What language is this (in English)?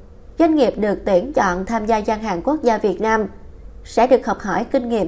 Vietnamese